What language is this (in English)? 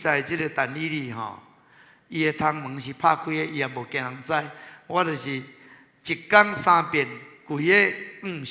Min Nan Chinese